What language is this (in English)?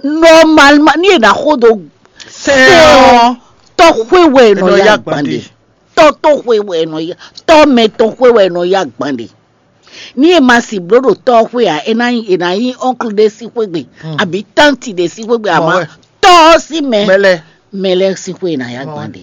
Fon